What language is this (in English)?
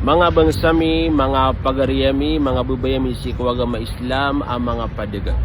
Maranao